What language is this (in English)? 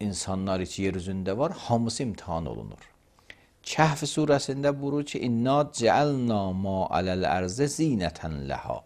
Azerbaijani